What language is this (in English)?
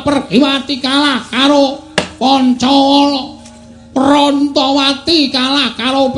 Javanese